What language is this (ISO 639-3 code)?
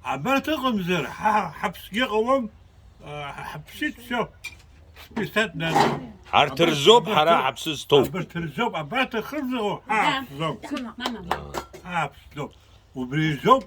abk